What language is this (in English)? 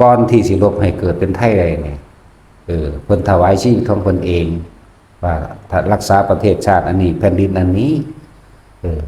Lao